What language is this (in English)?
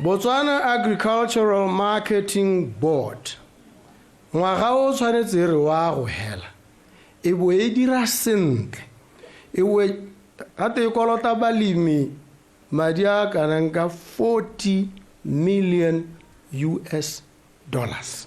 Tswana